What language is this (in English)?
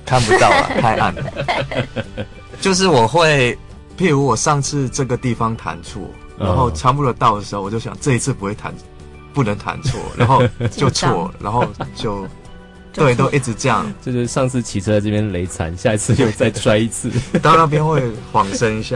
Chinese